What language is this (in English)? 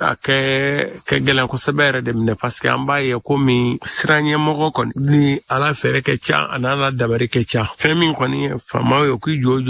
Bambara